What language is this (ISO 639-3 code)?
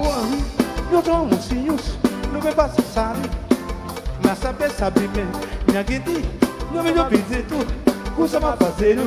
kea